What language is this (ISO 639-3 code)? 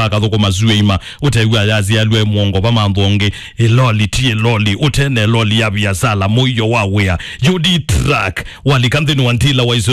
kam